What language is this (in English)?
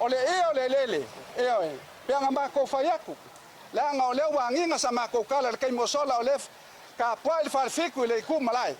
Samoan